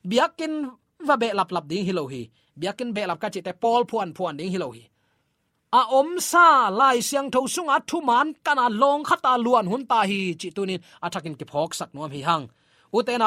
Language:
Tedim Chin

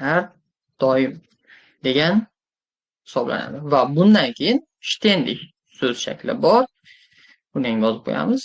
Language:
Uzbek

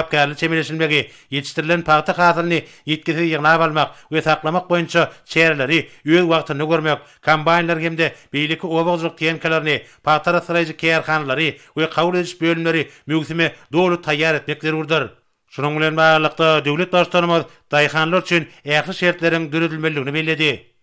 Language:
Turkmen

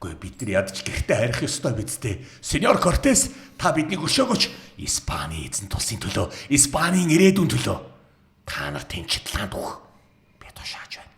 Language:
Mongolian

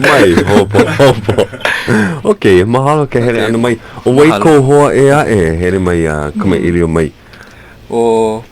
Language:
Hawaiian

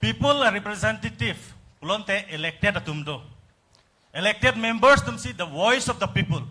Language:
Karbi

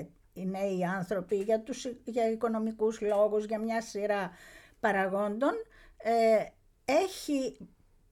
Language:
Greek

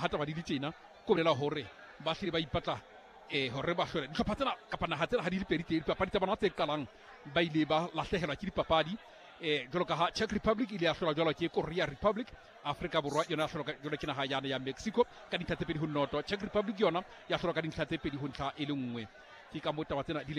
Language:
Southern Sotho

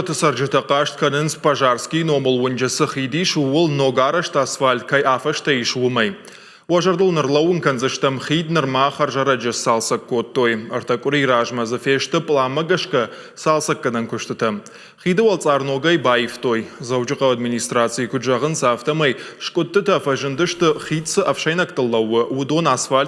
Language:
Ossetic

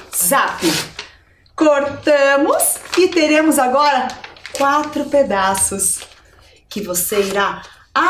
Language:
Portuguese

